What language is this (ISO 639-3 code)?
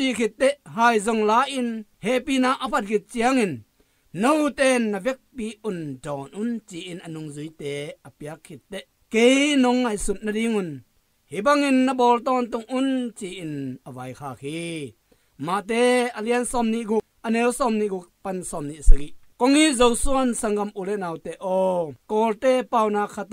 ctd